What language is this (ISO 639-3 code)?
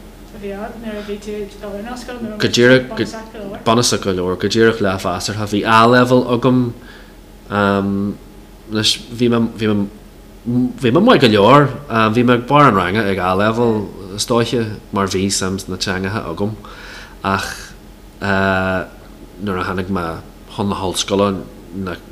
gle